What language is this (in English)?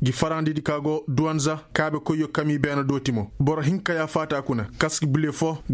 Koyraboro Senni